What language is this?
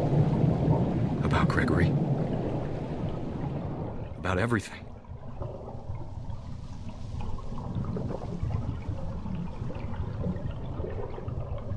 English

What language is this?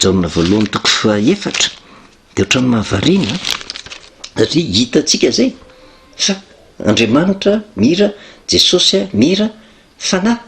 Malagasy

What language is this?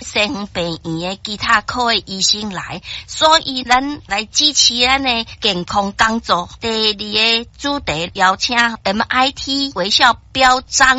Min Nan Chinese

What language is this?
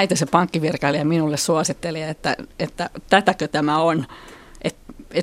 Finnish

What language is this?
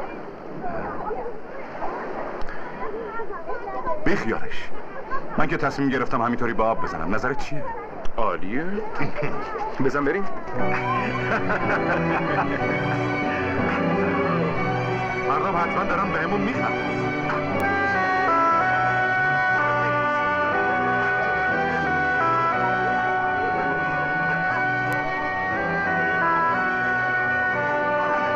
Persian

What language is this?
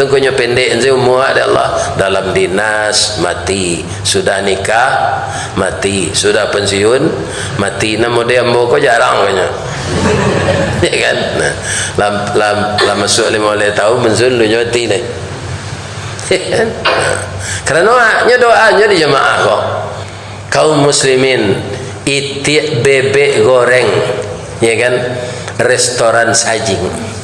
Minangkabau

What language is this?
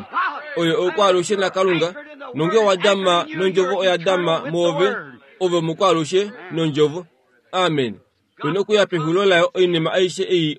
Kuanyama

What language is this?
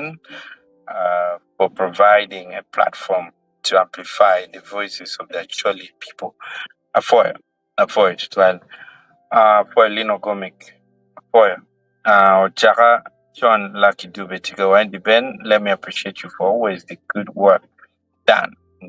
Acoli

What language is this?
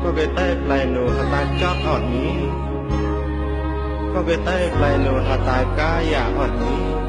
Mon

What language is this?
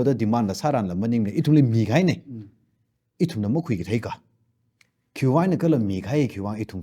Tangkhul Naga (India)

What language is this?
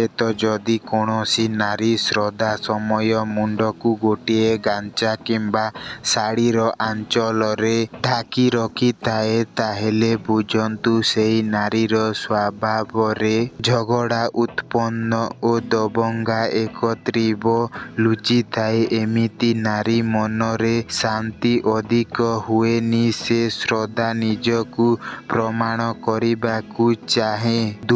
Odia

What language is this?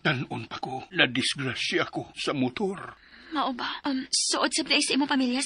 Cebuano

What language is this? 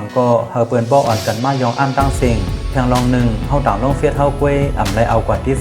Shan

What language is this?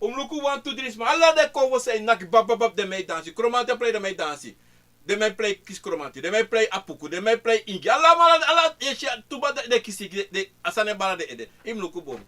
Sranan Tongo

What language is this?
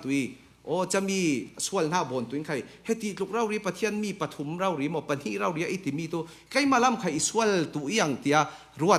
Falam Chin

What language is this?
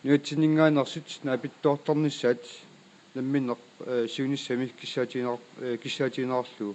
Kalaallisut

